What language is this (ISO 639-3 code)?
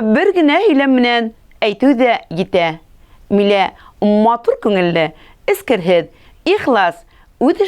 bak